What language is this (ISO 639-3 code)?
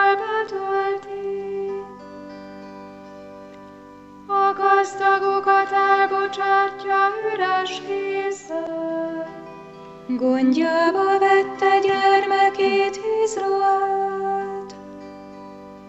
hun